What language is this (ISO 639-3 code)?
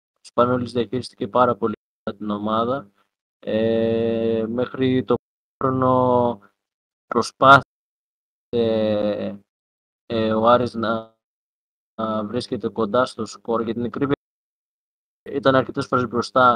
ell